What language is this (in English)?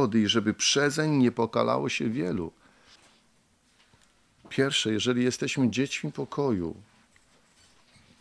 Polish